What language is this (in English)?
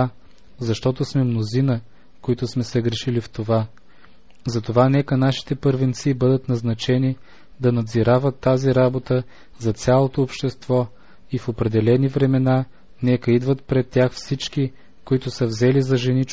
Bulgarian